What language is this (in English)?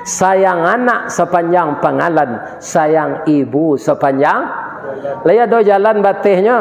Minangkabau